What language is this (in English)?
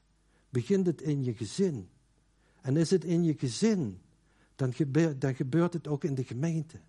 Dutch